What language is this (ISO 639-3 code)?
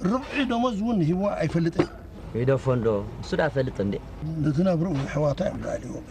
tir